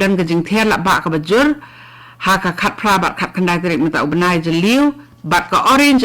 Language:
Khasi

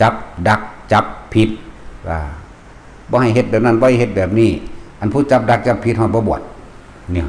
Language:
Northeastern Thai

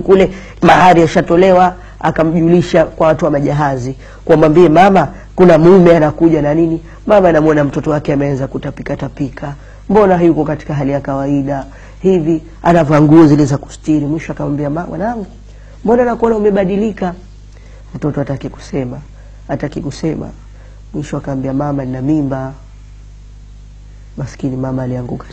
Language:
Swahili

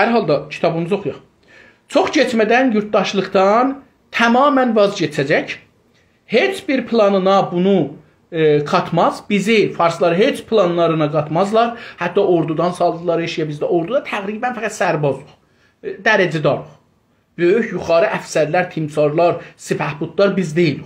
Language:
South Azerbaijani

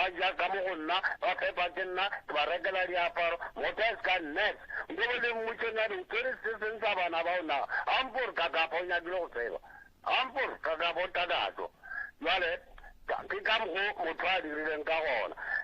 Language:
Northern Sotho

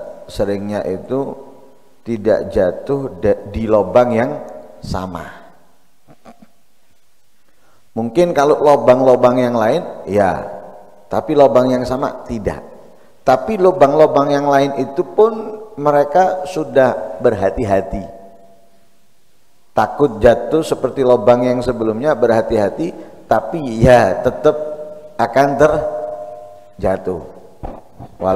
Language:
Indonesian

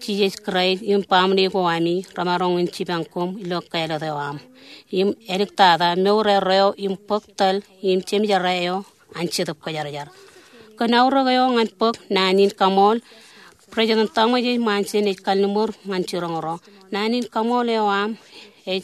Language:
Marshallese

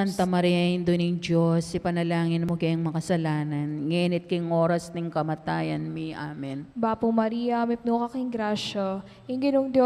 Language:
Pampanga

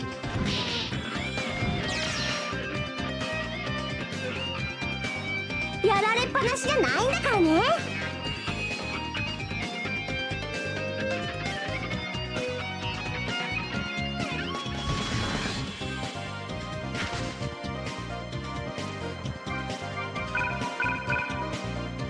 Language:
Japanese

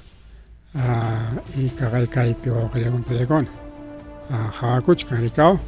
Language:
Ayacucho Quechua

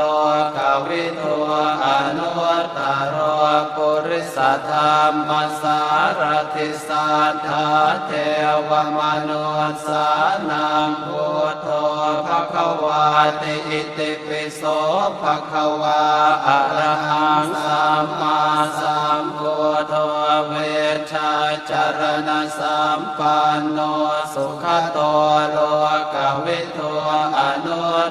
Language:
Pali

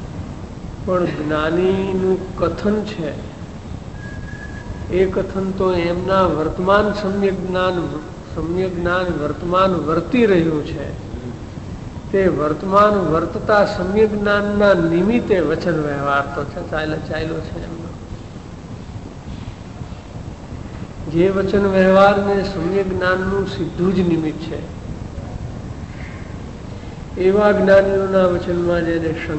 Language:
Gujarati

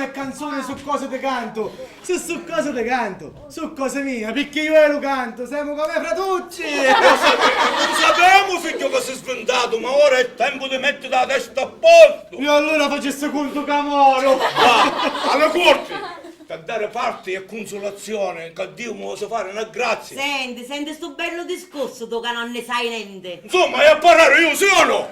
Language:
Sicilian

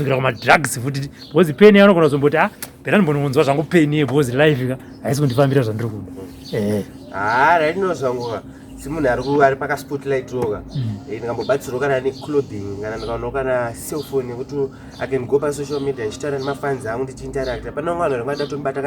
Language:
Shona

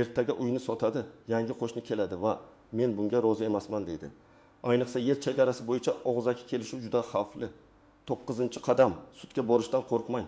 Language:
Uzbek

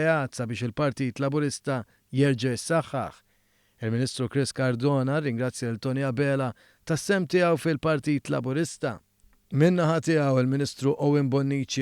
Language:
Maltese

